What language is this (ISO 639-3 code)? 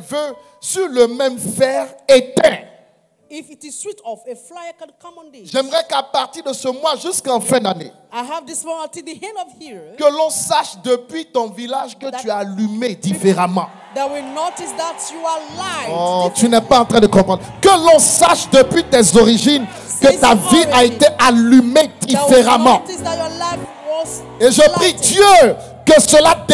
fra